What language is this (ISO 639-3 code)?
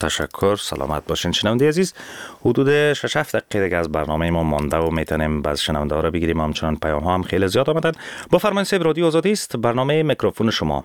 fas